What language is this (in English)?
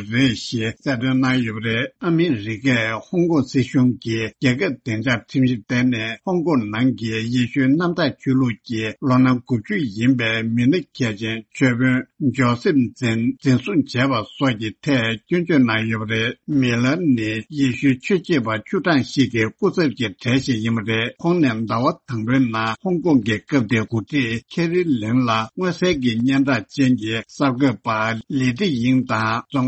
Tibetan